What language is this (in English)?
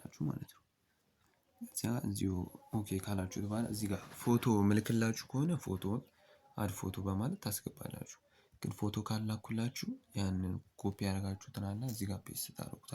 Amharic